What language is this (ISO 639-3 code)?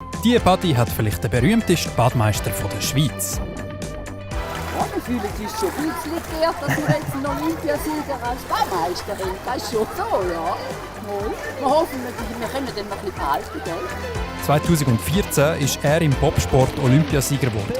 gsw